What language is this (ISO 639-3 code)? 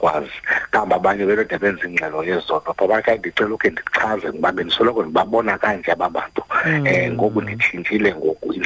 xho